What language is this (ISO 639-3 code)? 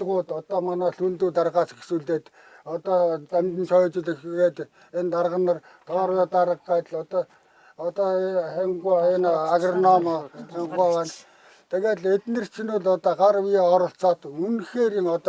mon